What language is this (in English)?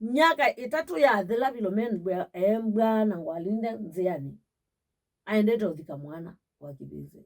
Kamba